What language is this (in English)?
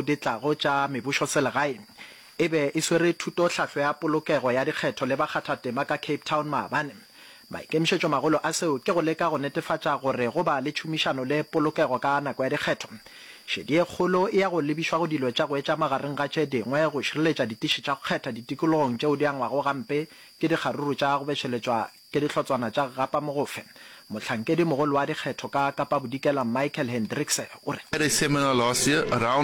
Northern Sotho